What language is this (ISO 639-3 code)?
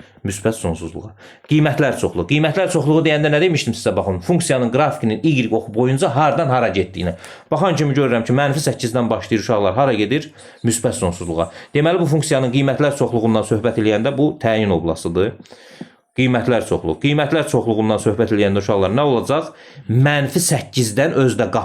aze